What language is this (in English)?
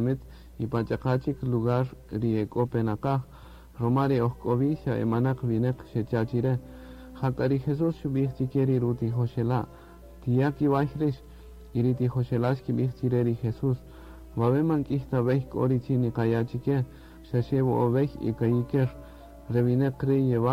Kaqchikel